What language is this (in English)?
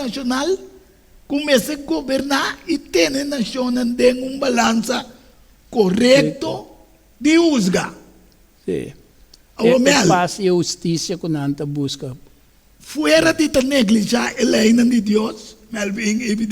Papiamento